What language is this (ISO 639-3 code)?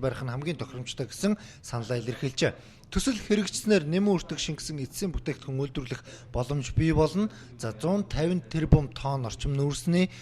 mon